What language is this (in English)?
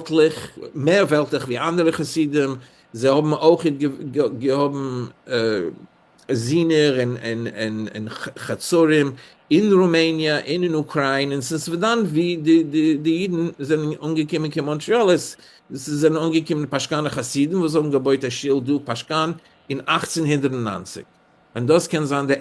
Yiddish